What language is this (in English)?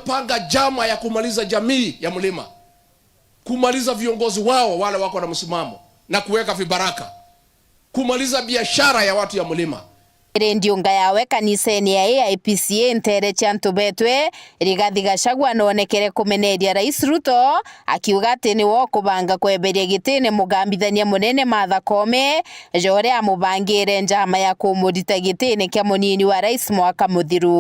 Meru